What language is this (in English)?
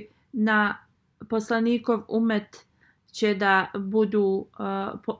Bosnian